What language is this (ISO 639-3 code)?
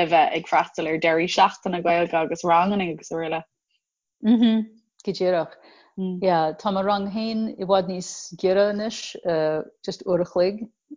gle